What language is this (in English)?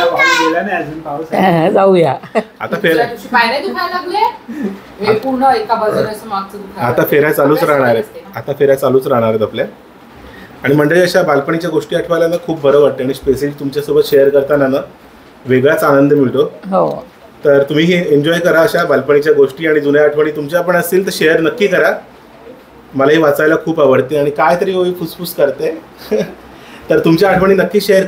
Marathi